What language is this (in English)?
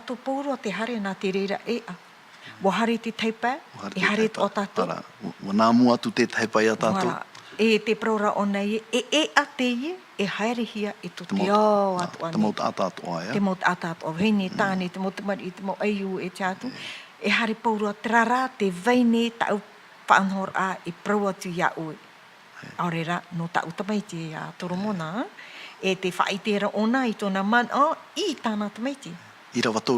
Tahitian